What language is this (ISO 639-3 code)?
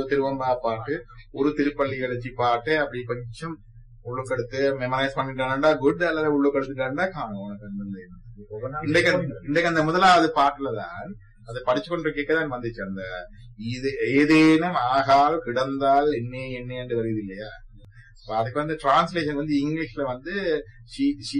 tam